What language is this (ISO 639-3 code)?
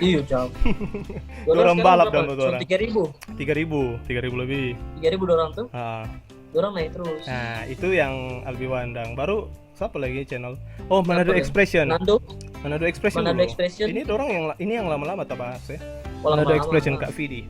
xmm